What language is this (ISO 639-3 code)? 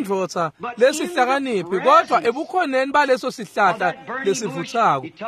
ssw